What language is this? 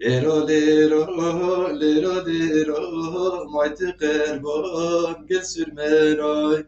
Zaza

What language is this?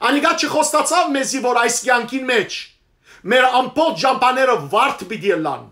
Western Armenian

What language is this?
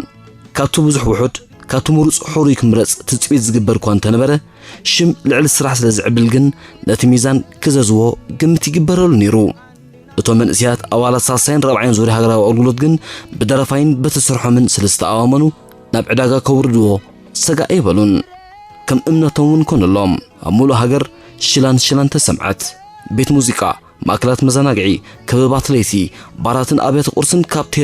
Tigrinya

